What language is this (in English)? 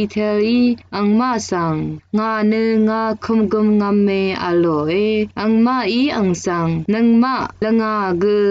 Rawang